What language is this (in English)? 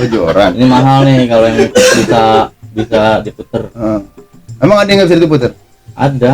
Betawi